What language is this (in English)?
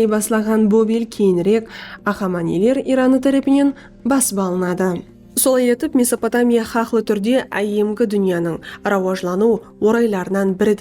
Kara-Kalpak